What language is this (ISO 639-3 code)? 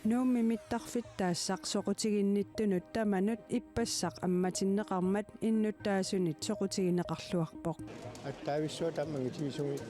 kal